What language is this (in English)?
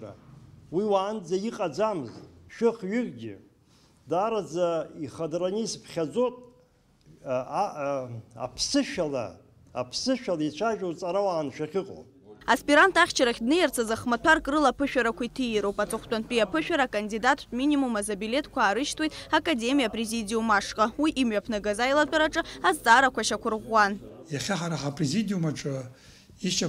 Abkhazian